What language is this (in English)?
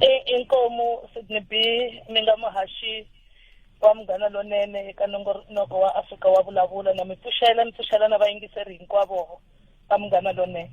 Tsonga